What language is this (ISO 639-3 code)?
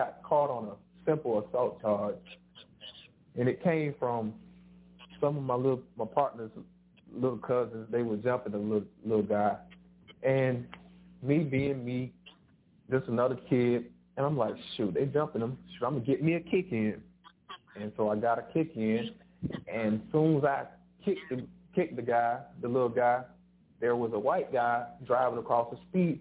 eng